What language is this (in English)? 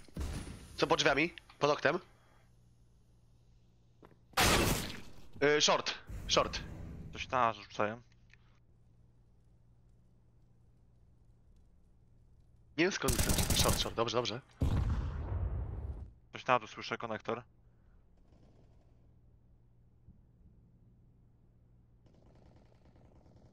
Polish